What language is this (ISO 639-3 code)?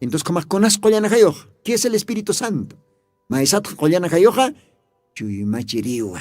aym